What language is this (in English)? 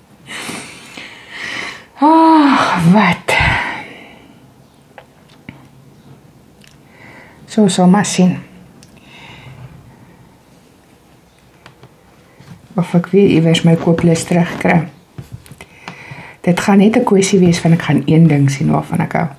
Afrikaans